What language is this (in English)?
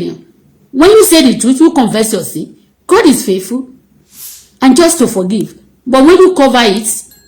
Yoruba